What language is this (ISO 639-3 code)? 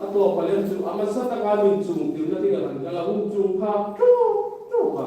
hmr